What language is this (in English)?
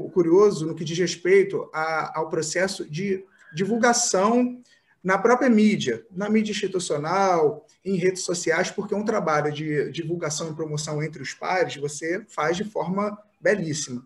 Portuguese